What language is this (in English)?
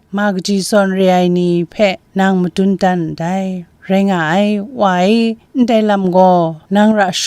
Kachin